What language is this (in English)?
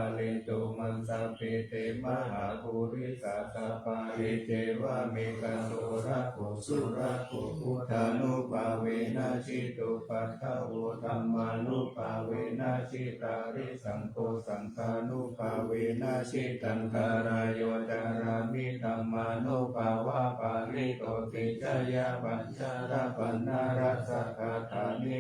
Pali